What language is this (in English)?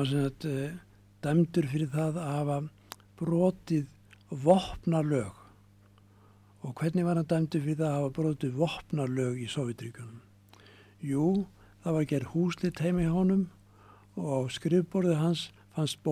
Icelandic